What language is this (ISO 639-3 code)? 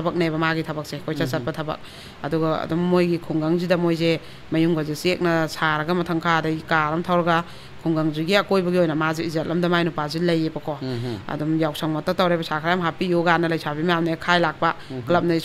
mni